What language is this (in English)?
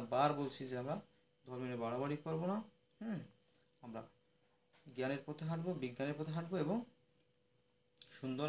Bangla